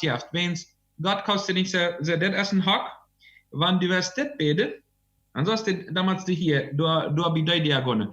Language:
Plautdietsch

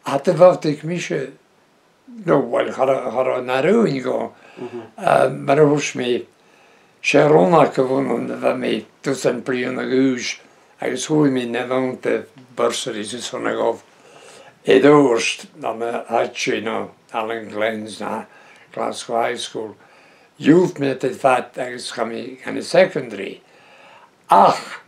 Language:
Breton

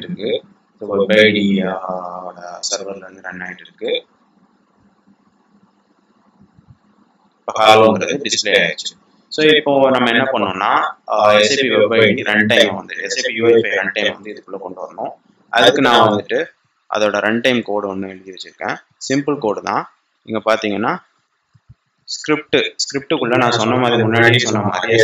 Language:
Tamil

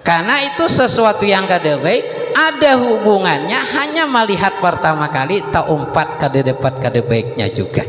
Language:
Banjar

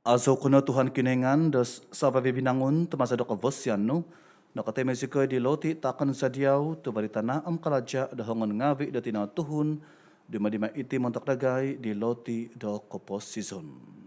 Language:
Central Dusun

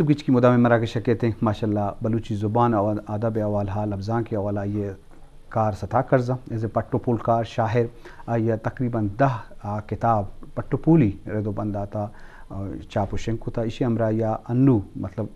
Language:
Eastern Balochi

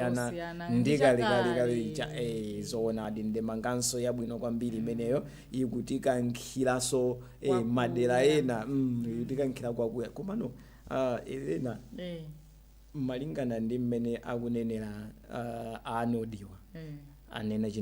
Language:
Nyanja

